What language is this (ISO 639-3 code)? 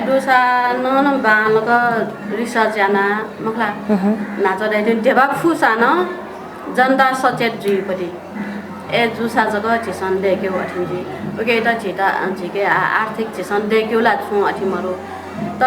new